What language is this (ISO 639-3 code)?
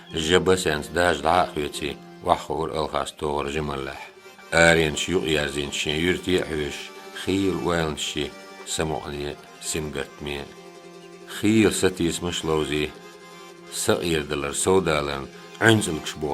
che